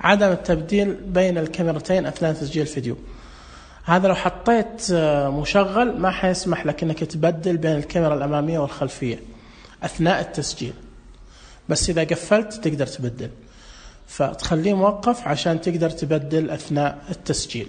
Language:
Najdi Arabic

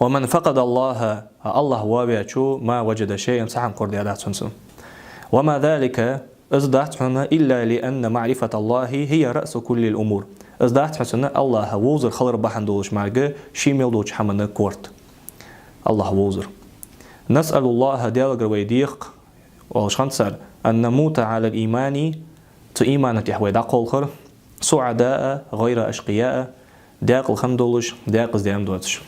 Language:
Ingush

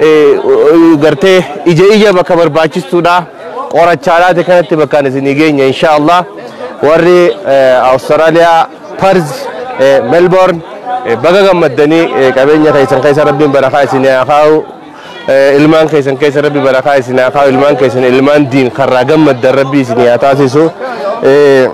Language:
Oromo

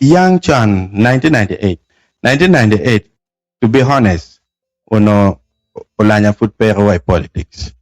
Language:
Acoli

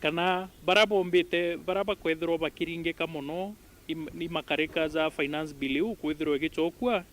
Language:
Meru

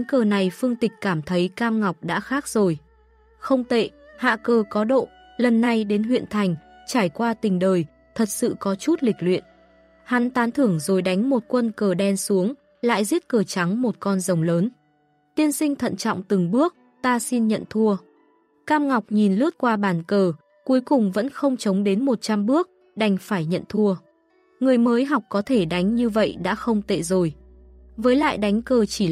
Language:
Vietnamese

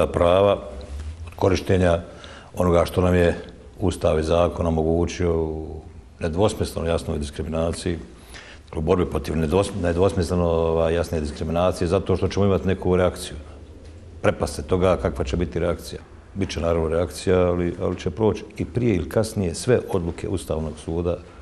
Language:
Bosnian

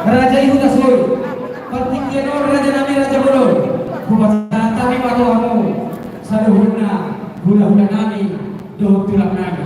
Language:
Batak Toba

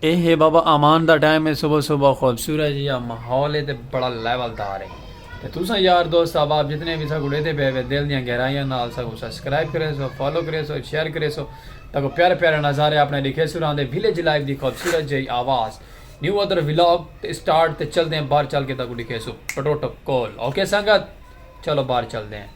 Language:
Saraiki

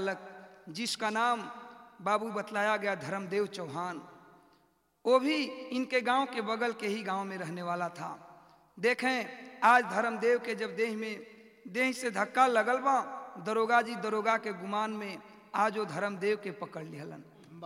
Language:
Bhojpuri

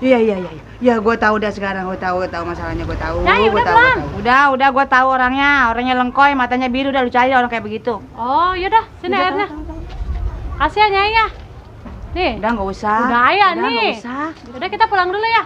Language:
Betawi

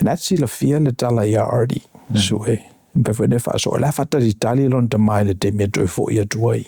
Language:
Samoan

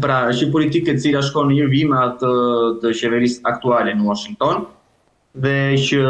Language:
Albanian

